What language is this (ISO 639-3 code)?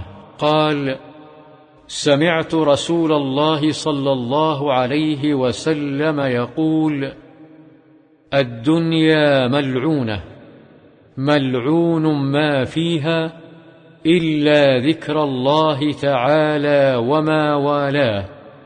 ara